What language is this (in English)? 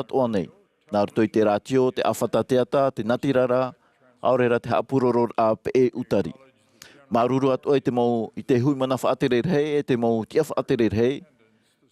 Tahitian